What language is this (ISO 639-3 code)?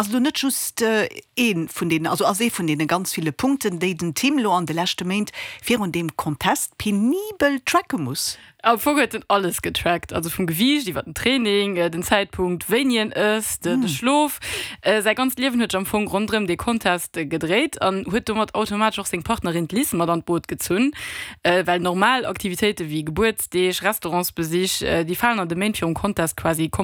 ltz